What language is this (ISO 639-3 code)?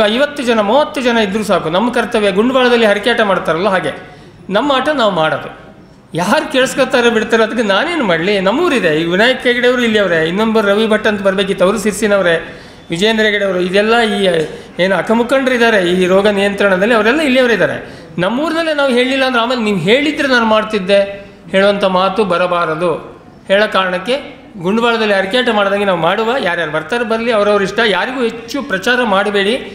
kan